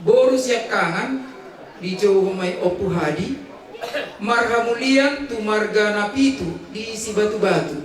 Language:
Batak Toba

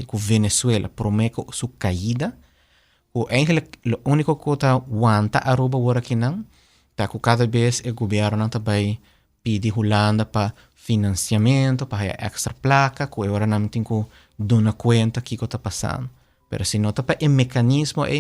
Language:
Papiamento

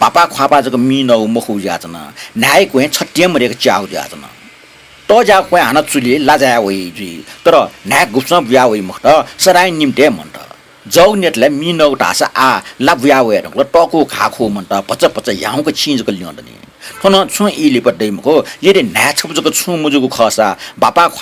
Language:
Newari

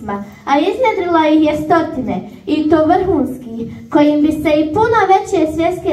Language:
Bosnian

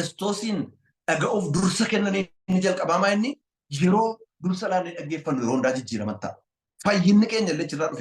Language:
Oromo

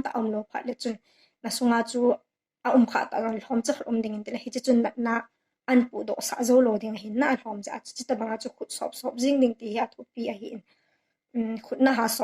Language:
Thado Chin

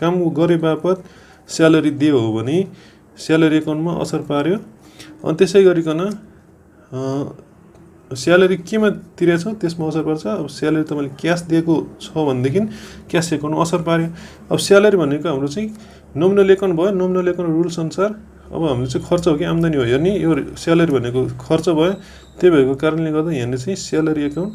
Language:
Nepali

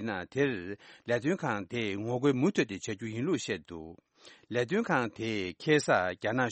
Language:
Tibetan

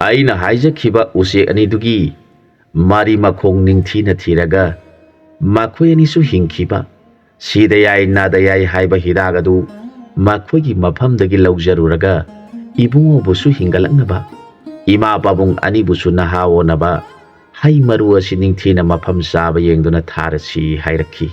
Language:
Manipuri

